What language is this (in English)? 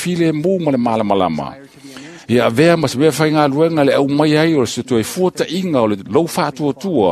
Samoan